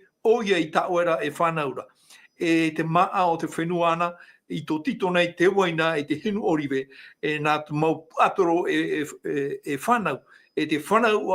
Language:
Tahitian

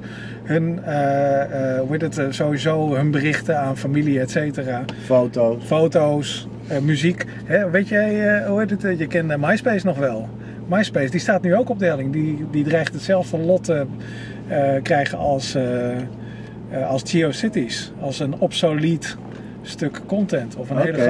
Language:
Dutch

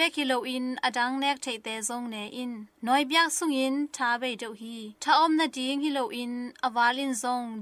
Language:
Tedim Chin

